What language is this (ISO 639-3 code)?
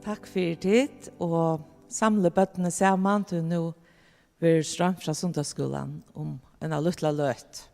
fao